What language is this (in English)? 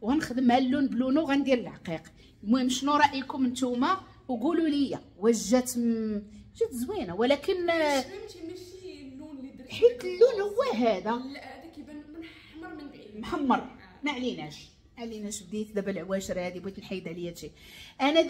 Moroccan Arabic